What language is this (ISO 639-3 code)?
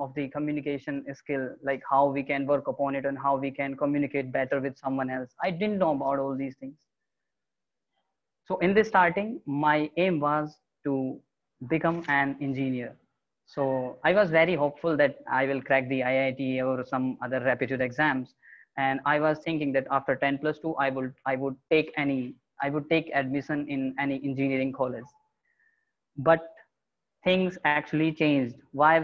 eng